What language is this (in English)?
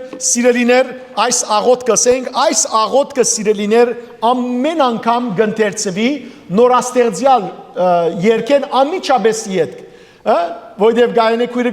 Western Armenian